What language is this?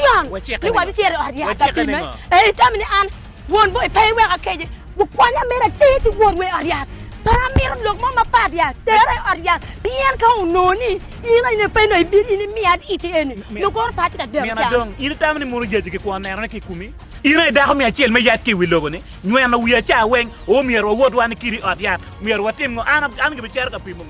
Acoli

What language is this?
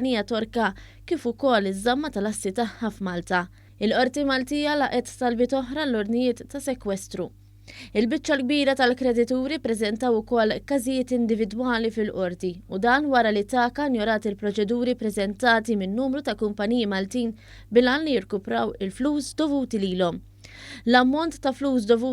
Maltese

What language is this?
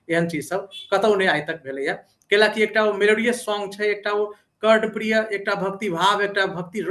Maithili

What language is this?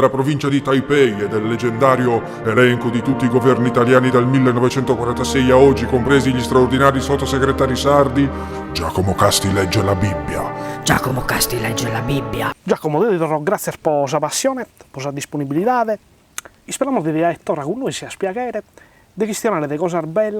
Sardinian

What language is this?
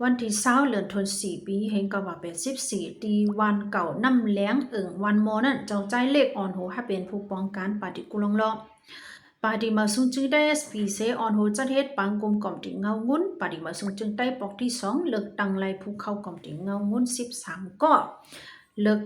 Shan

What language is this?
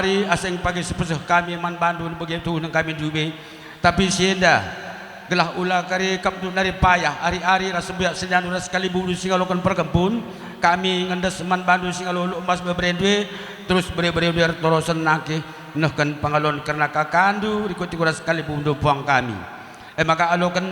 Batak Karo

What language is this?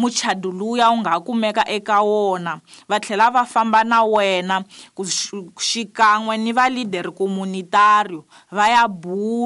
Tsonga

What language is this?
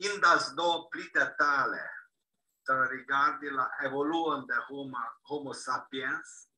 Esperanto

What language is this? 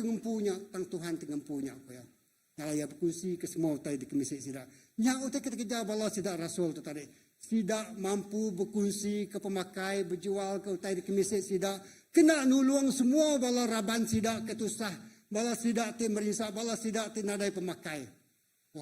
Iban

